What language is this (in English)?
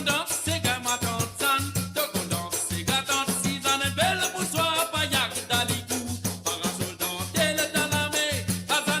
Morisyen